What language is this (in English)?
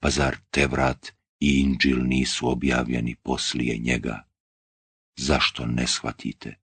Bosnian